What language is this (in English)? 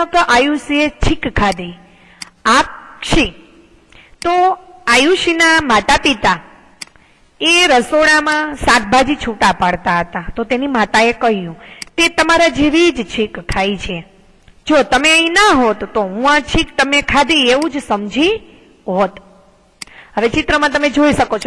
Gujarati